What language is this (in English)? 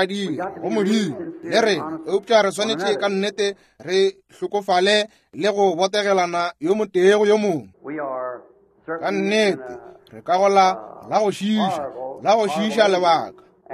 Northern Sotho